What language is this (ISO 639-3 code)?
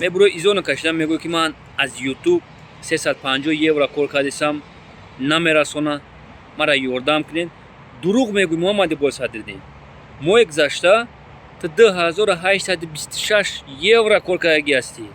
tgk